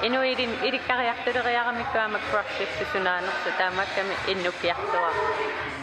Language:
Kalaallisut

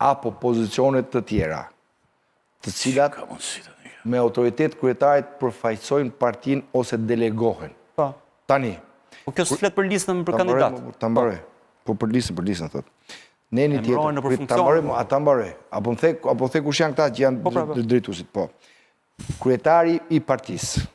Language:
Albanian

